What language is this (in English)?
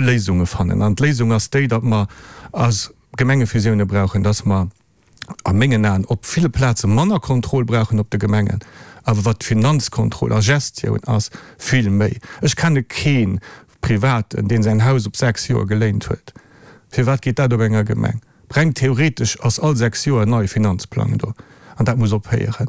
Luxembourgish